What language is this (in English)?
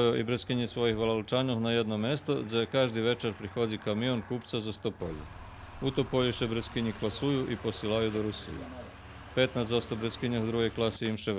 Rusyn